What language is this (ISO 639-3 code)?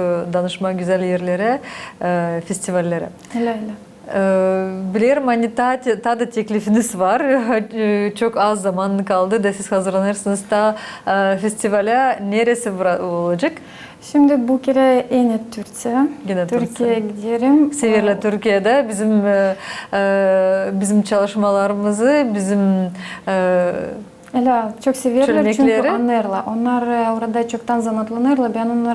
gag